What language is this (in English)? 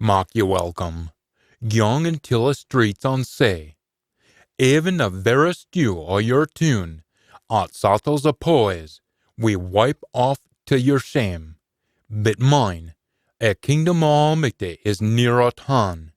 Scots